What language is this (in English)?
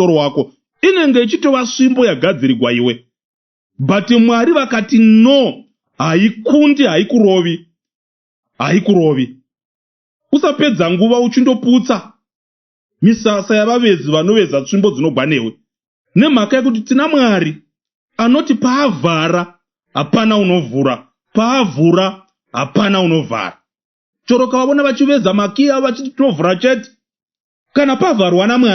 Shona